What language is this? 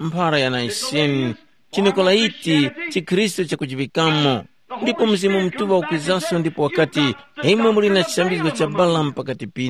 Tumbuka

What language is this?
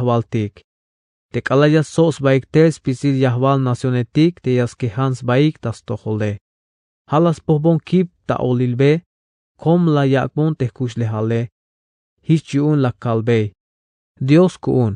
Tzeltal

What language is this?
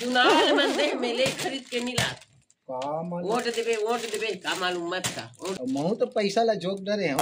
Chhattisgarhi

